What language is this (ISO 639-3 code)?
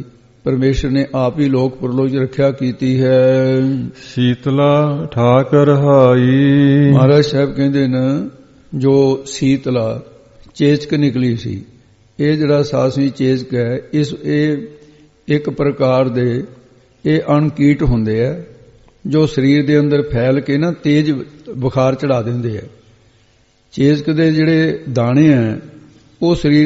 pan